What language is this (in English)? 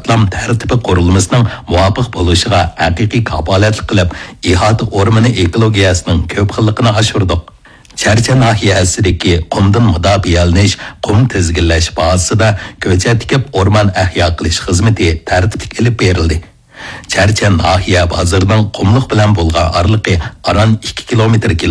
Uyghur